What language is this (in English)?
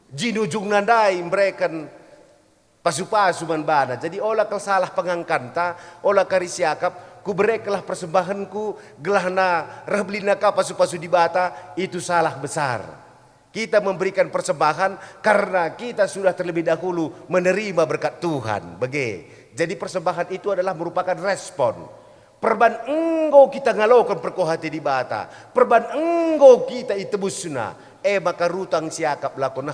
Batak Karo